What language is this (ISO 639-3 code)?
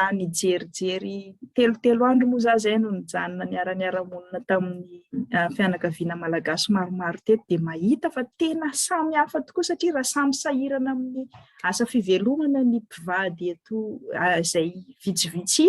mlg